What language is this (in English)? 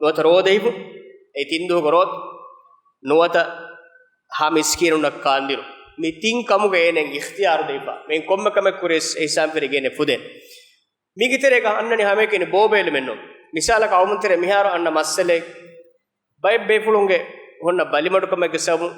Divehi